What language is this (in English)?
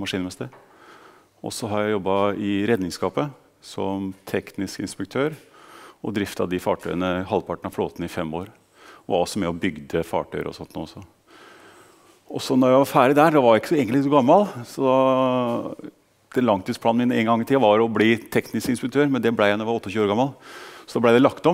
Norwegian